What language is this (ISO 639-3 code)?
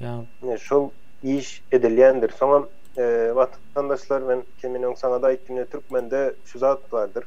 tuk